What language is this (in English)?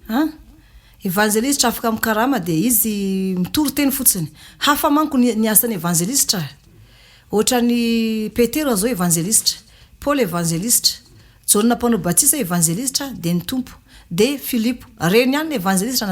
Malagasy